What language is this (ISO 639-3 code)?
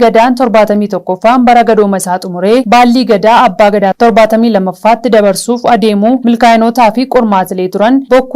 orm